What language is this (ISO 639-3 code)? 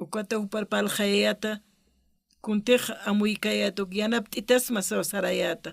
aym